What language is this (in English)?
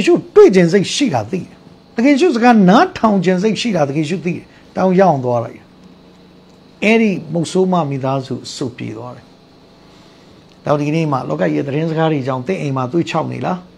Burmese